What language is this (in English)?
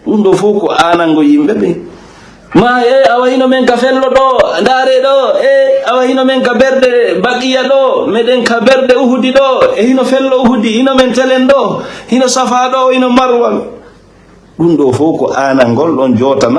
Fula